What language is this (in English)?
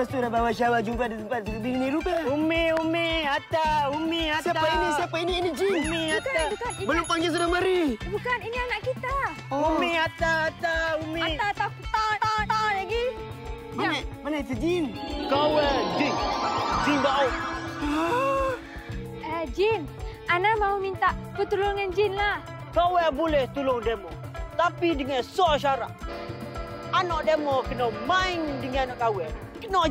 Malay